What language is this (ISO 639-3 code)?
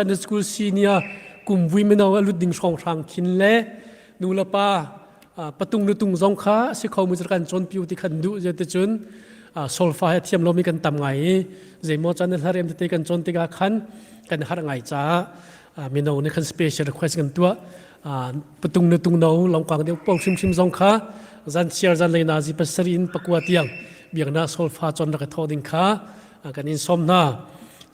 cnh